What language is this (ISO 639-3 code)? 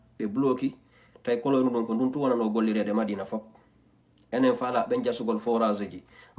ful